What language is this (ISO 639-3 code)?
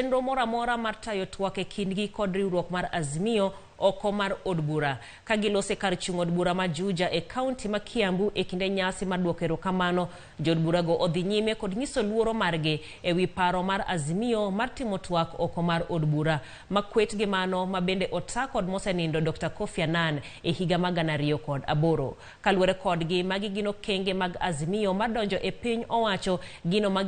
luo